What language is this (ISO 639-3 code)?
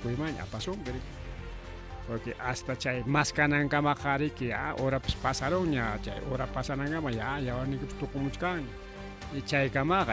quy